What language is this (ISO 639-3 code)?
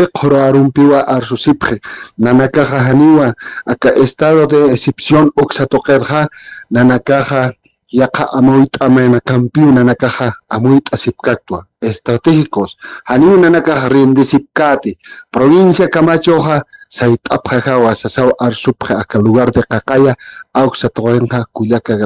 aym